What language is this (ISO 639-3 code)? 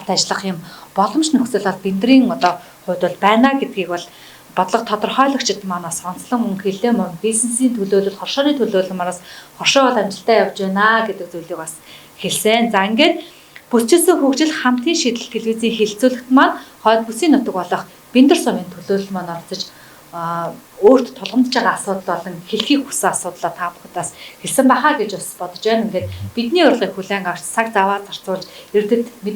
mon